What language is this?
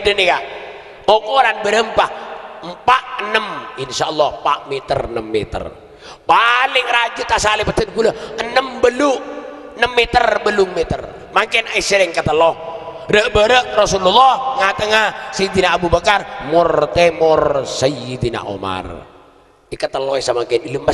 Madurese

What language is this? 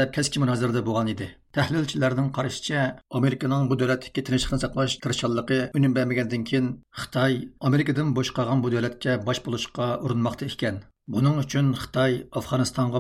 Uyghur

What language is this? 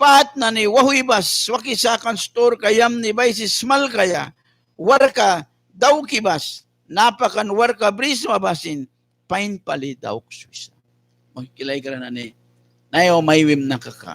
Mískito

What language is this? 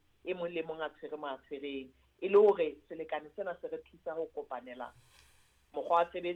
Southern Sotho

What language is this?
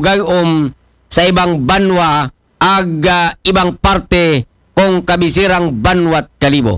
Aklanon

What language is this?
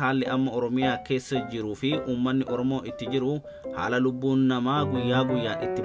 Oromo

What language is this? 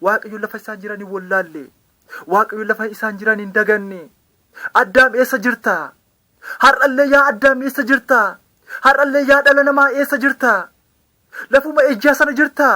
Oromo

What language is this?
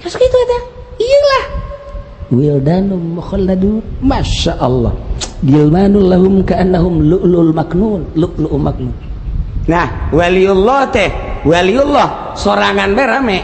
Sundanese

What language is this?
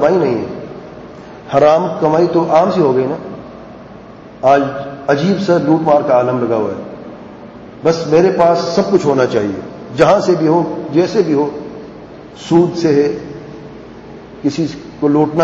Urdu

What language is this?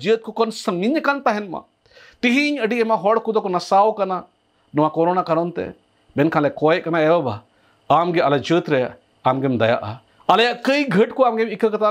Santali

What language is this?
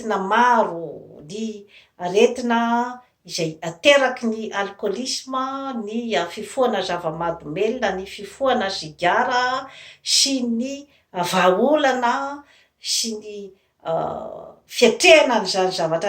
Malagasy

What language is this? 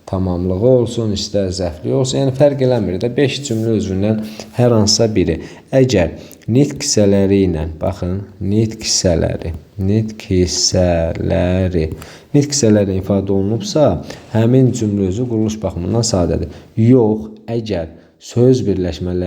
Azerbaijani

